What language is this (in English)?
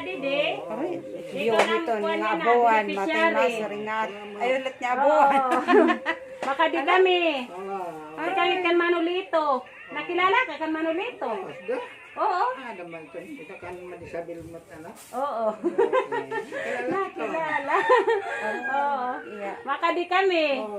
Waray